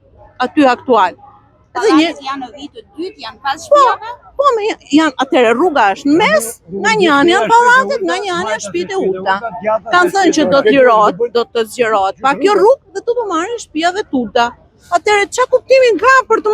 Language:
Albanian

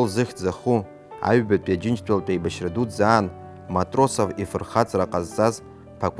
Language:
Abkhazian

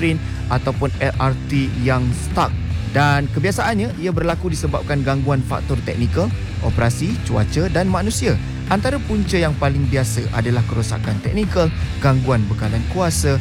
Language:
Malay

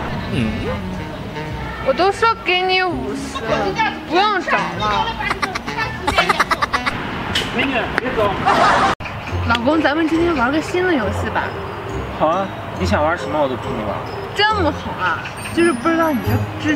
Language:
Chinese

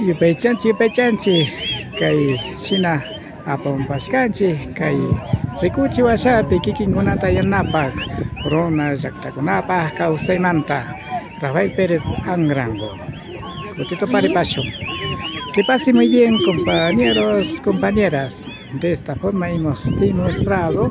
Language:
Imbabura Highland Quichua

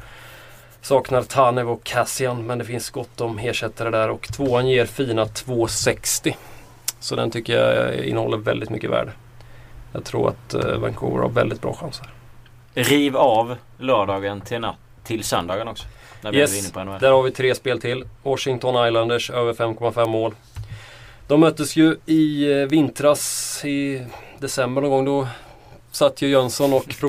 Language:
Swedish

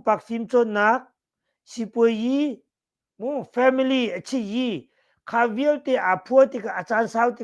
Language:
Hakha Chin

